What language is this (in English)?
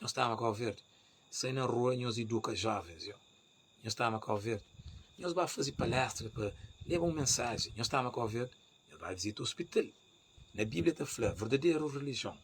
Kabuverdianu